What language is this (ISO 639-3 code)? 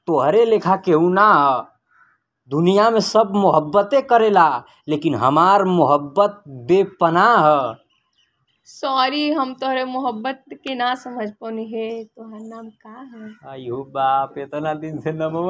bho